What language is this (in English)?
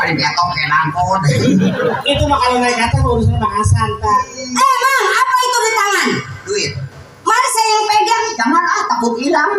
Betawi